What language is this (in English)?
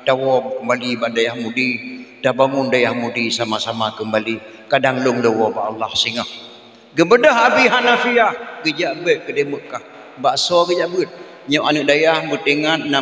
Achinese